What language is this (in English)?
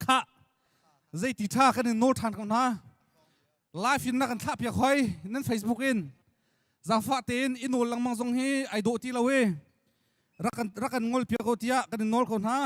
Hakha Chin